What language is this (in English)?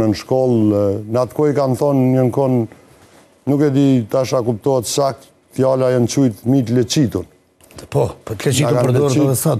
Albanian